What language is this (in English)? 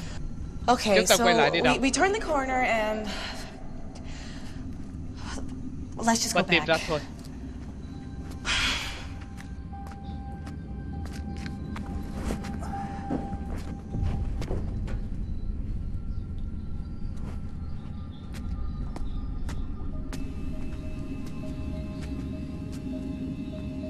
Vietnamese